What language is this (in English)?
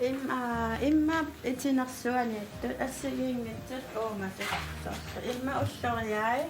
Kalaallisut